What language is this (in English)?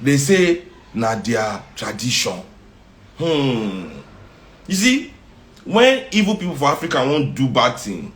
Nigerian Pidgin